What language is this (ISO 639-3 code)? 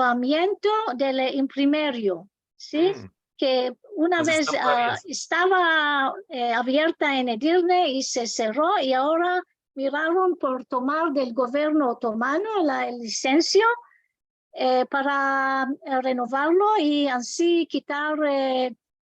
lad